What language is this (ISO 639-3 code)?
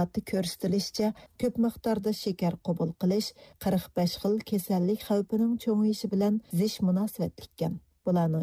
uig